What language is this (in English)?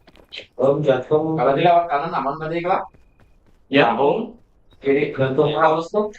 Banjar